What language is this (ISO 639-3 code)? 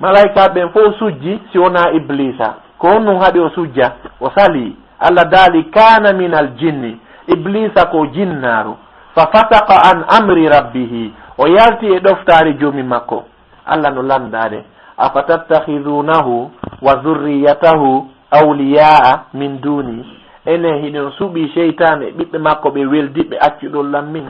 ful